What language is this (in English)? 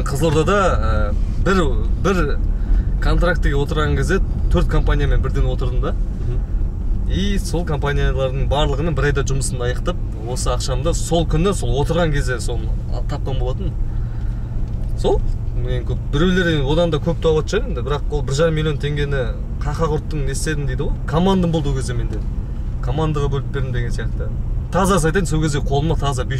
Kazakh